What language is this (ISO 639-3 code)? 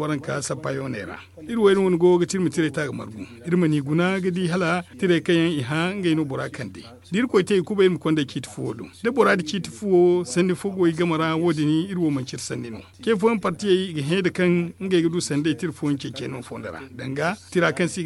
dje